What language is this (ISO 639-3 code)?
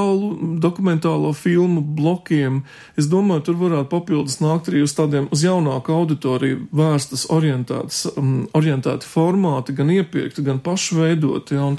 lav